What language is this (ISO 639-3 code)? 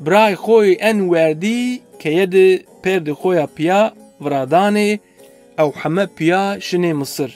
zza